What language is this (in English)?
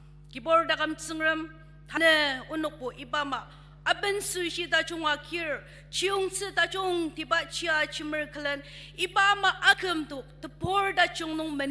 Ao Naga